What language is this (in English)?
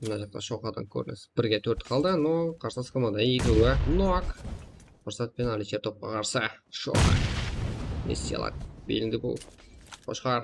Kara-Kalpak